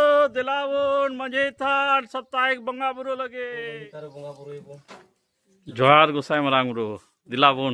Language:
Santali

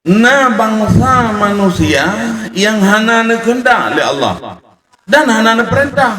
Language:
Achinese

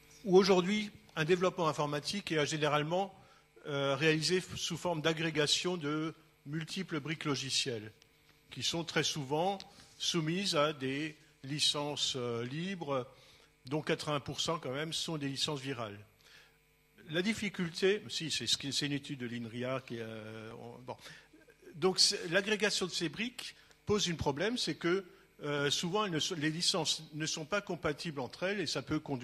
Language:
French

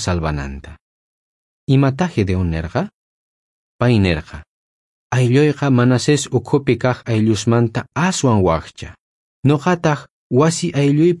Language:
South Bolivian Quechua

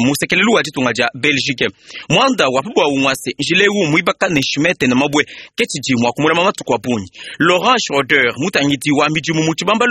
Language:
Luba-Lulua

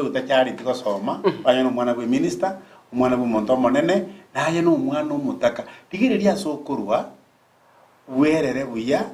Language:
Gusii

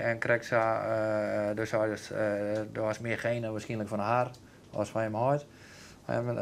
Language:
Western Frisian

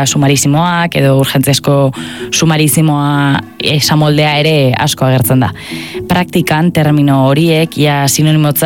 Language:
Basque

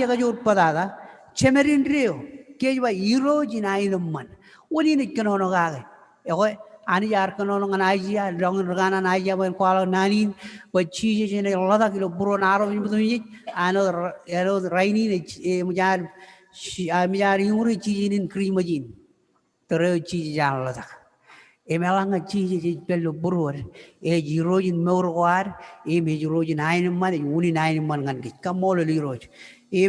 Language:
Marshallese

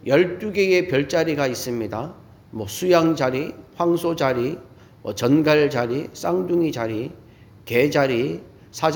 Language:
Korean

